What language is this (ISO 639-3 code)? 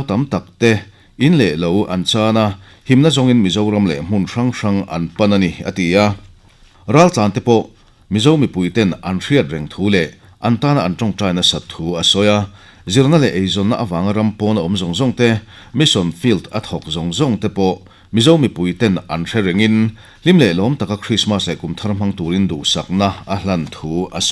lus